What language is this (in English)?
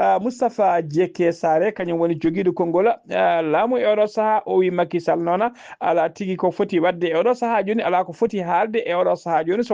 Fula